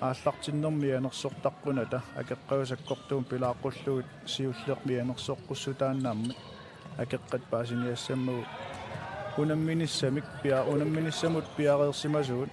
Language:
Kalaallisut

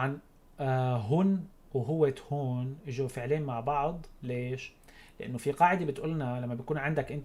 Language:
North Levantine Arabic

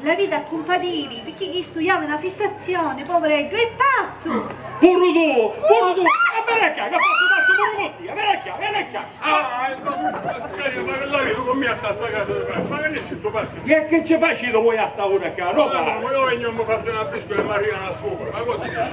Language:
Sicilian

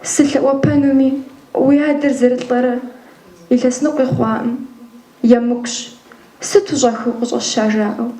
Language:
Kabardian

